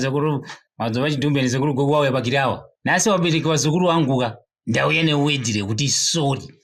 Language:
Shona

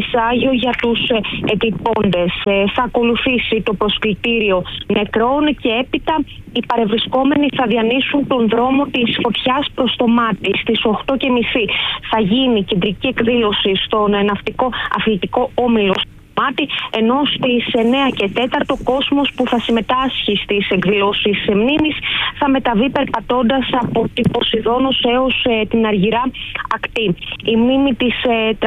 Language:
Greek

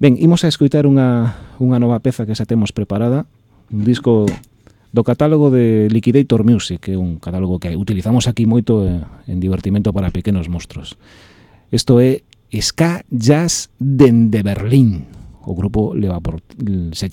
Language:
Galician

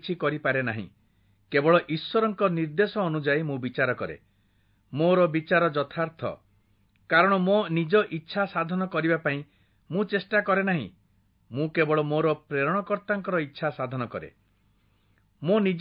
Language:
Odia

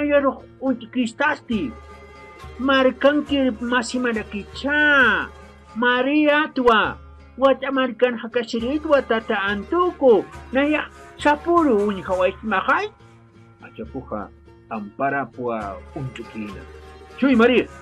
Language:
Aymara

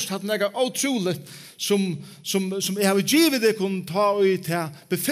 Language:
Faroese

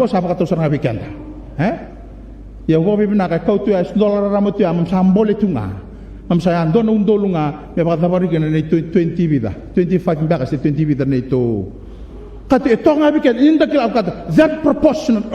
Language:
Fijian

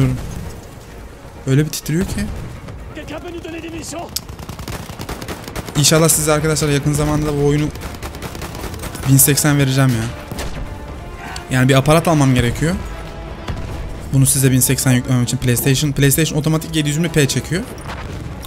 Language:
Turkish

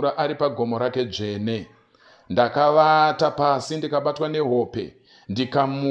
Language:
Shona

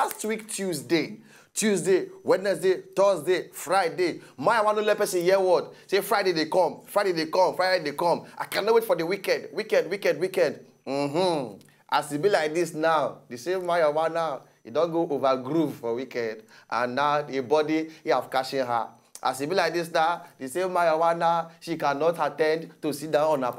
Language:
Nigerian Pidgin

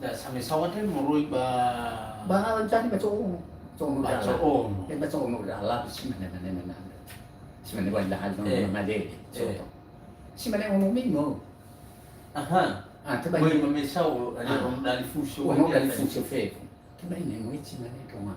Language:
Nias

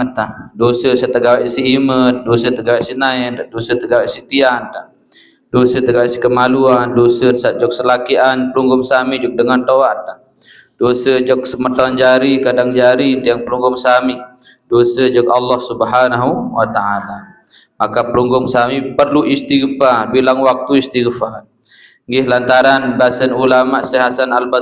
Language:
Sasak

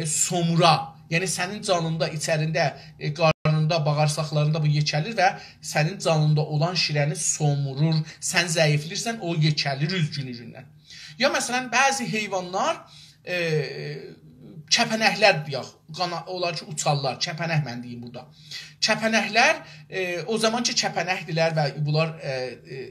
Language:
South Azerbaijani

